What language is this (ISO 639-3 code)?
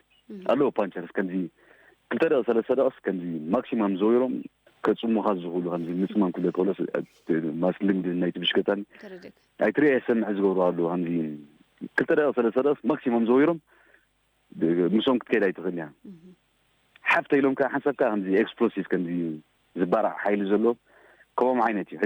tir